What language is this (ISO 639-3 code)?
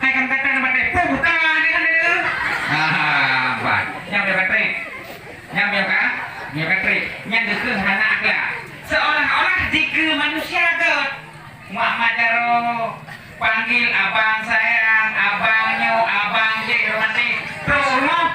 ace